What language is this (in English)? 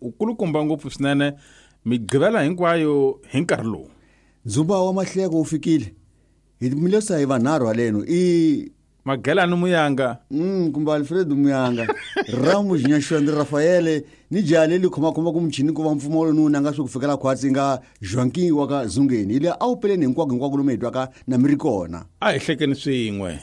Tsonga